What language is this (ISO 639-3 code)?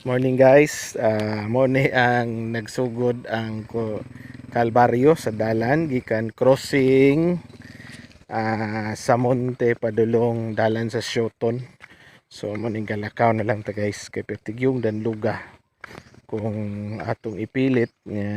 ceb